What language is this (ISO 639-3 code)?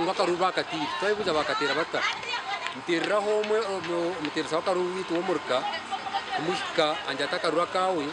nyn